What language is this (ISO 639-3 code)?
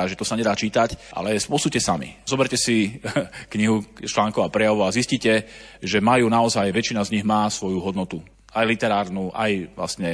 slk